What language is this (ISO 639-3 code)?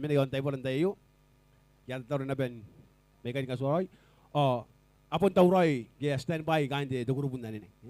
gil